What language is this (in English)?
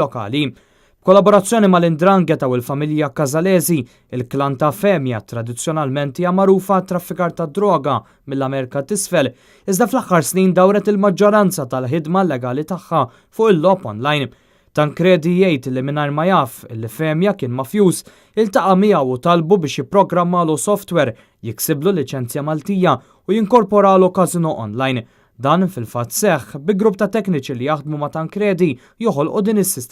Maltese